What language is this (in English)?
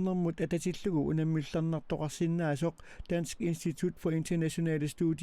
Kalaallisut